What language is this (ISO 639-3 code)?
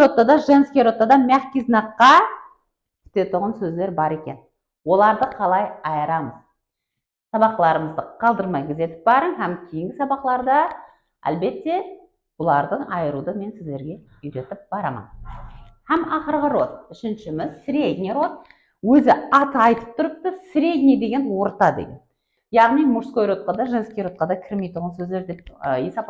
kaa